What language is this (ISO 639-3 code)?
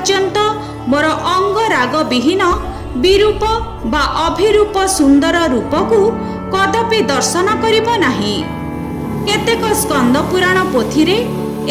ori